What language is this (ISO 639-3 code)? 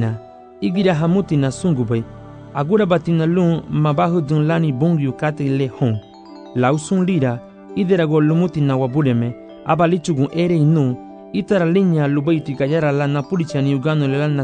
cab